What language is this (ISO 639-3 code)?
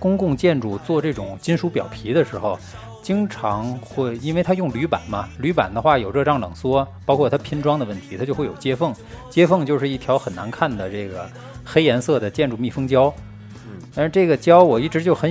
zho